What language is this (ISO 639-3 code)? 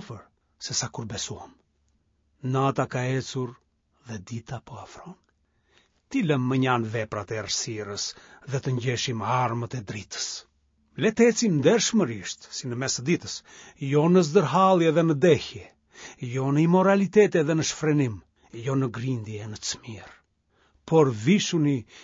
sqi